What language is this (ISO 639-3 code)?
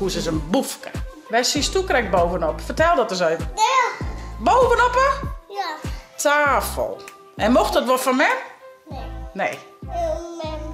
fry